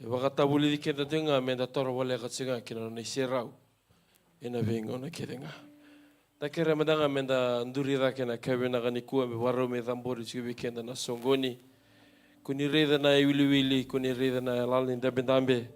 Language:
Fijian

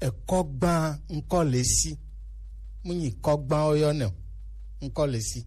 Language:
Gen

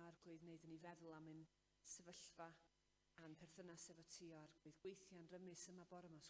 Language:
Welsh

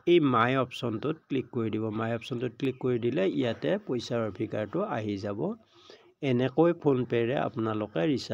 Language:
Assamese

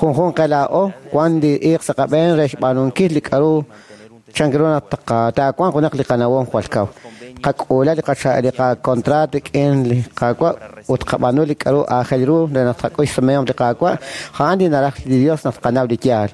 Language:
Kekchí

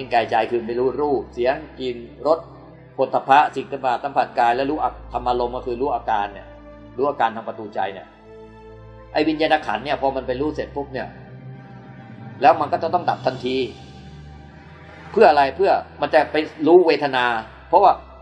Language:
Thai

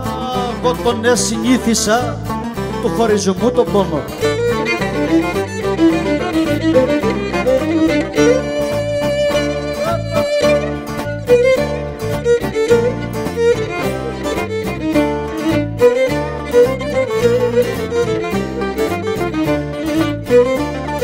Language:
Greek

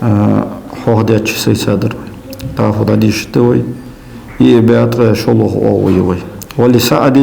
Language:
Ingush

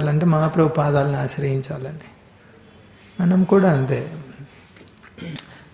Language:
Telugu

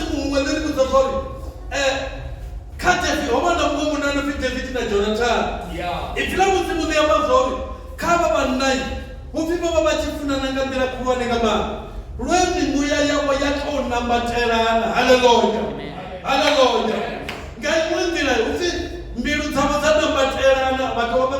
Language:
Venda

